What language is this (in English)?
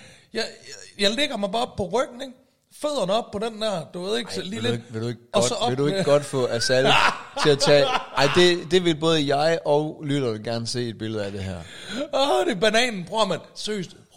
Danish